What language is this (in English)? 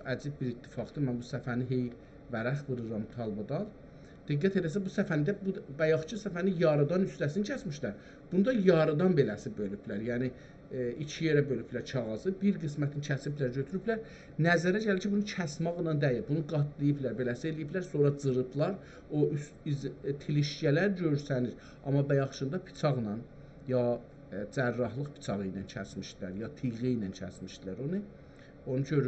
South Azerbaijani